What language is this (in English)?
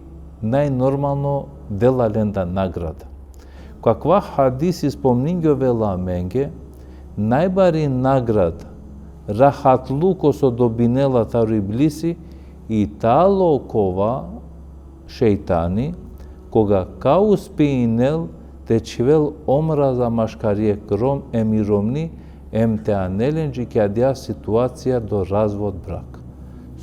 Balkan Romani